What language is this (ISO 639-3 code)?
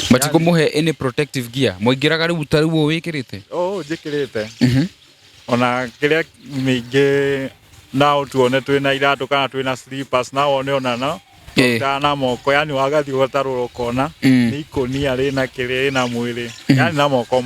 kik